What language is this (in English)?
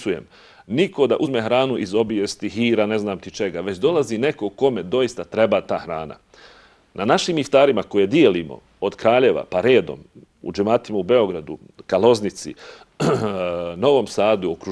Bosnian